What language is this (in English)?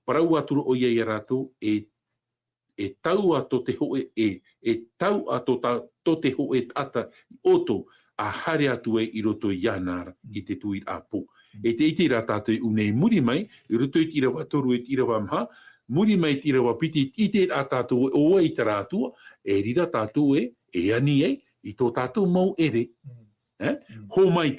Tahitian